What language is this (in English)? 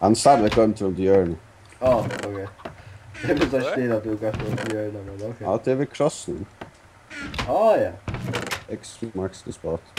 Faroese